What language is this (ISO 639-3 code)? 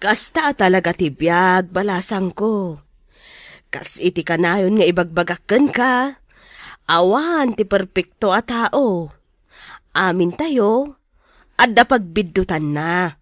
ilo